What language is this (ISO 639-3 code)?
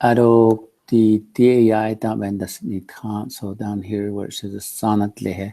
nav